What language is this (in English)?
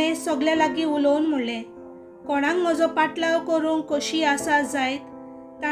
Konkani